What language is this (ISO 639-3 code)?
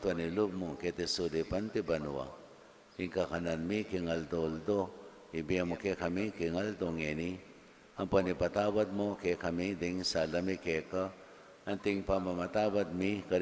pam